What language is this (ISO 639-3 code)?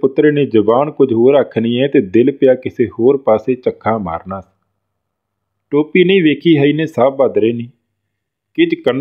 pan